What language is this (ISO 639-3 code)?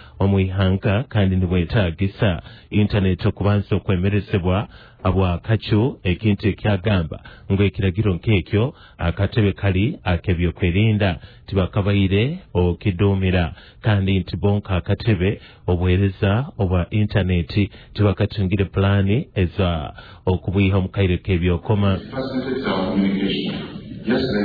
nyo